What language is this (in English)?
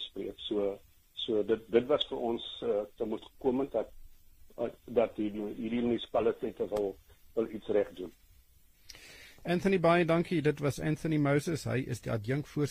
Afrikaans